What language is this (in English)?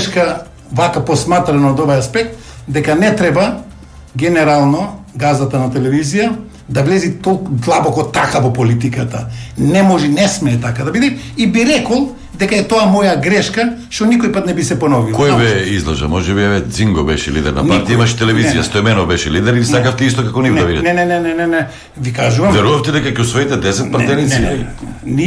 Macedonian